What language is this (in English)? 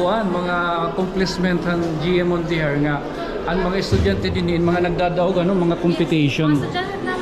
Waray